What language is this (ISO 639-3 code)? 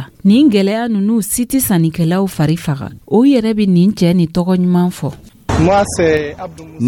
dyu